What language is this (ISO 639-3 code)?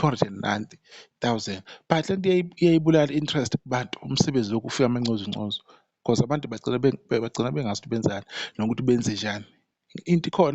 zul